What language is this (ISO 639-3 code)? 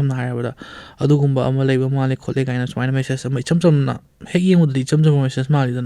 mni